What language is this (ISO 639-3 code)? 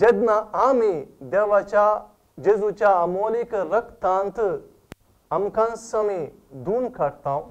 kok